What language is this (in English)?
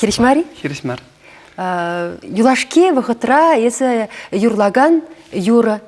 Chuvash